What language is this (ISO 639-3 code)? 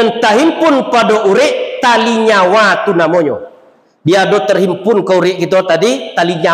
min